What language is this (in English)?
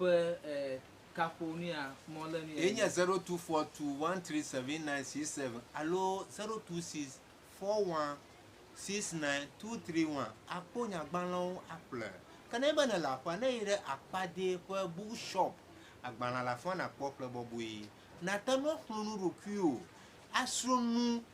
Ewe